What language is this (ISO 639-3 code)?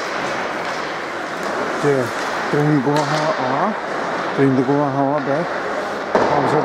slk